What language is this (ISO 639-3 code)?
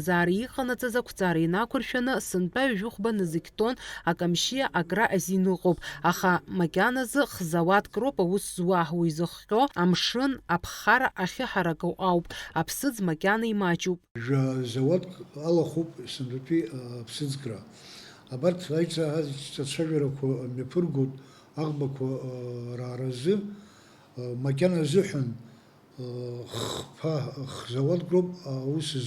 abk